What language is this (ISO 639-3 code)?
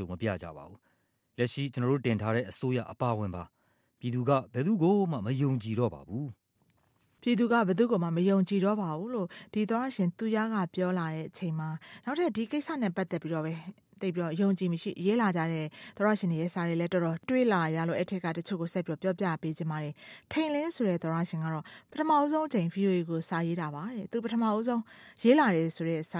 mya